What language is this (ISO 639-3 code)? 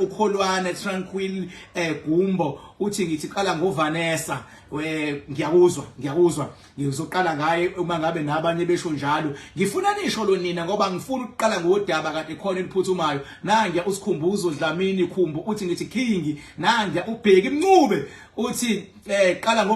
zul